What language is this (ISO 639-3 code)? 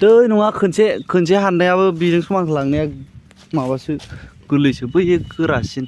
brx